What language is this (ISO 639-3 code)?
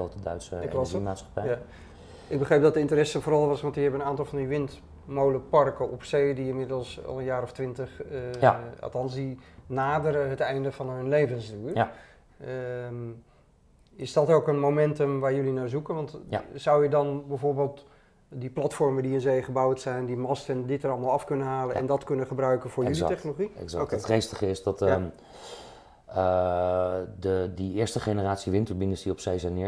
nld